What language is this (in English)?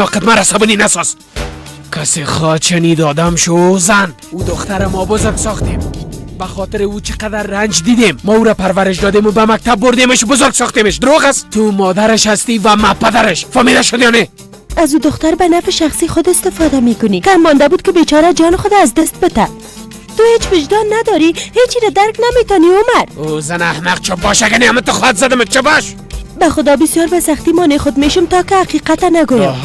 Persian